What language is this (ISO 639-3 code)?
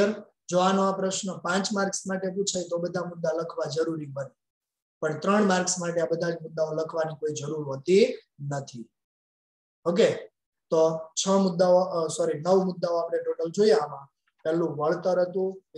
guj